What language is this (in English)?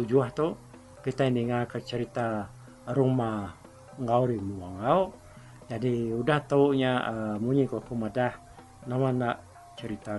Iban